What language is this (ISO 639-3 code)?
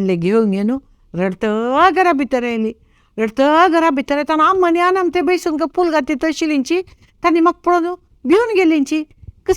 kok